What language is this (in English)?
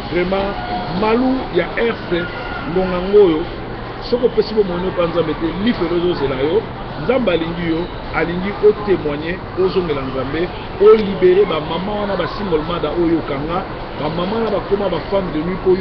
Lingala